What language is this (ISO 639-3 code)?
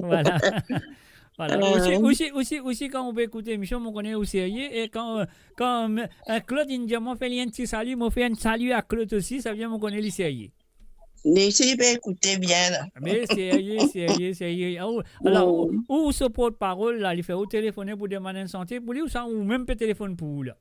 mfe